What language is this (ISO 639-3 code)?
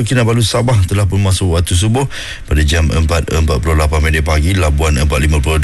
msa